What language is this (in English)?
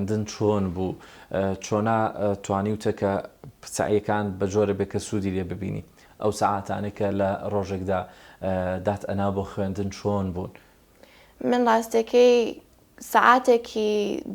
Central Kurdish